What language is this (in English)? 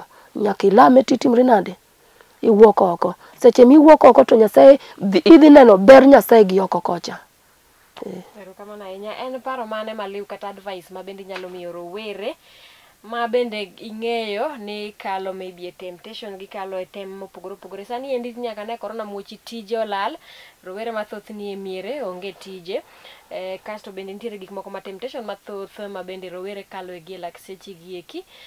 Luo (Kenya and Tanzania)